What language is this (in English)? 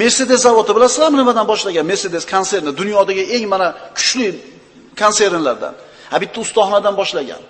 Uzbek